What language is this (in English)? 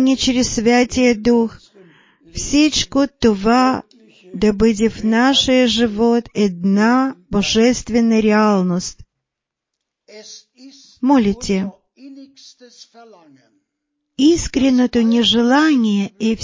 Bulgarian